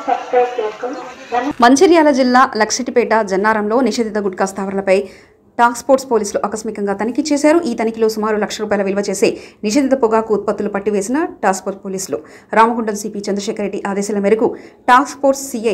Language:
Telugu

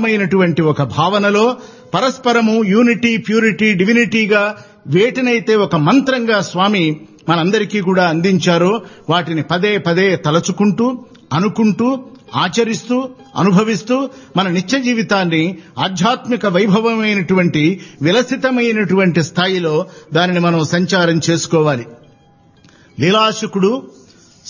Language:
Telugu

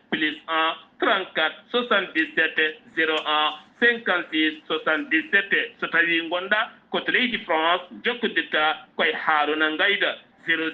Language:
Fula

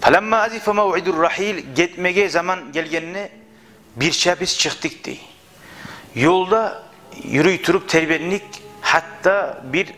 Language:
Kumyk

